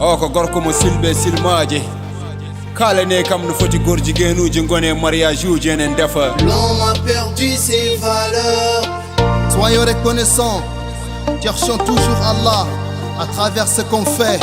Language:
Fula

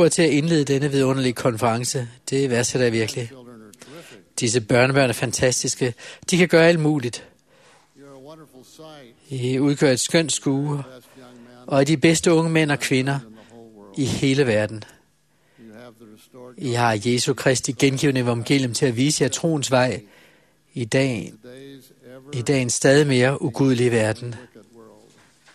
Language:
Danish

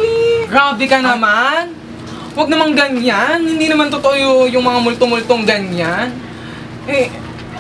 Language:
Filipino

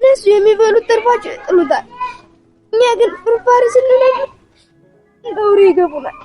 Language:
Amharic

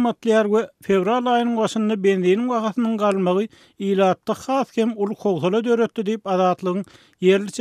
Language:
Turkmen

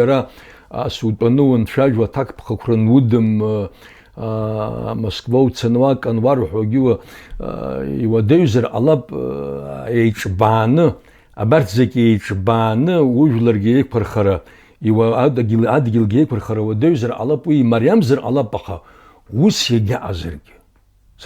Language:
Abkhazian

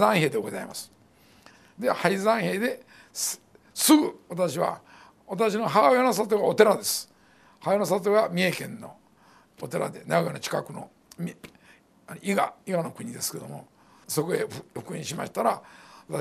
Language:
Japanese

